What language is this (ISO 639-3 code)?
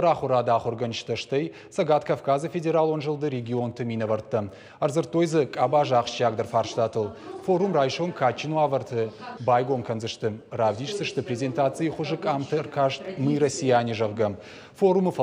oss